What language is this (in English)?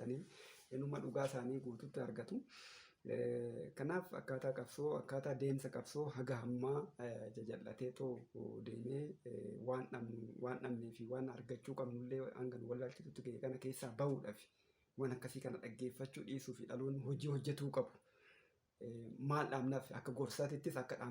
Oromo